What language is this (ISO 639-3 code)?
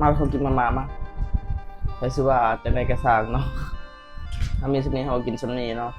lao